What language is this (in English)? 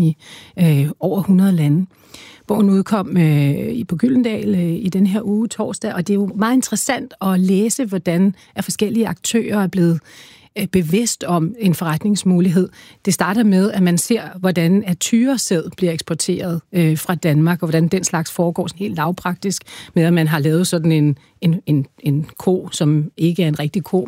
Danish